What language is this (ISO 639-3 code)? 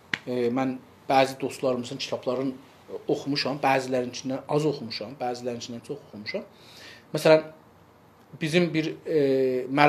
azb